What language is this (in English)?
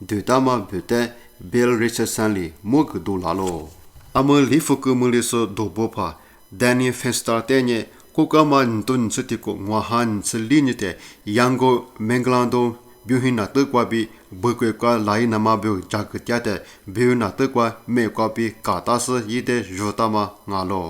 Lisu